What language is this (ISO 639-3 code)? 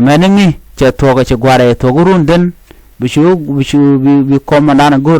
nus